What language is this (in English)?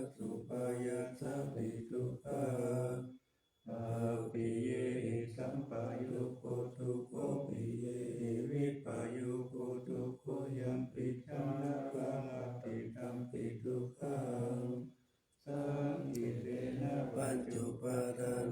Pali